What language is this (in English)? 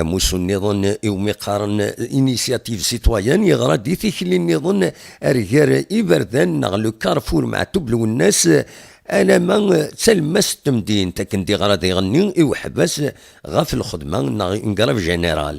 Kabyle